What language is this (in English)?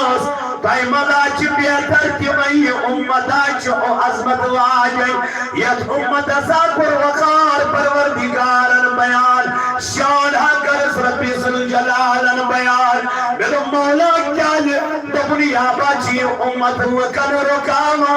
Kashmiri